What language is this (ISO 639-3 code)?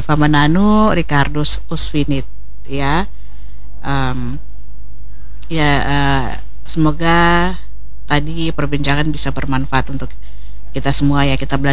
ind